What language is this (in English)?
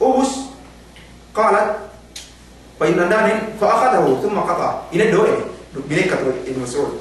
Yakan